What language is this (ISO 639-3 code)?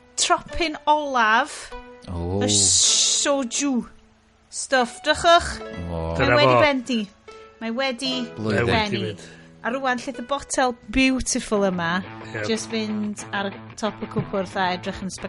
cym